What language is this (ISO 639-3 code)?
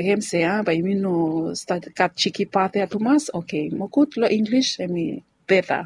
bis